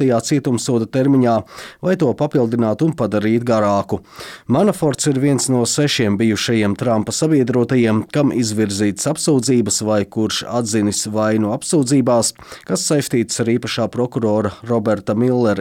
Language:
Latvian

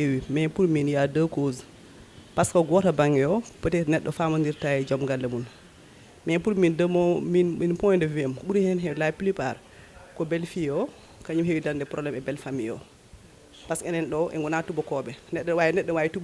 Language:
Fula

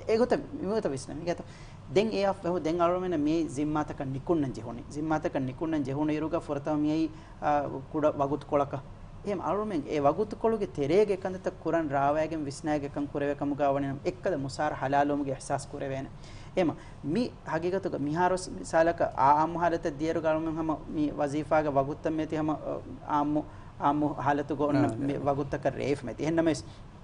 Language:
Divehi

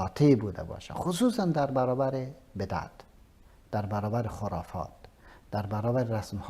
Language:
Persian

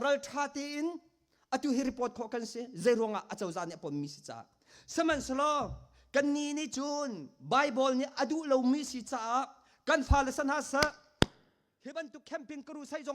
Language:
Hakha Chin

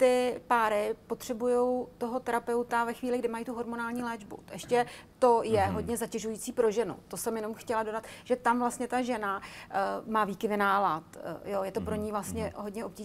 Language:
Czech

